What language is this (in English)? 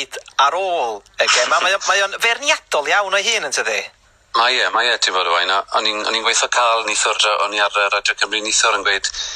Welsh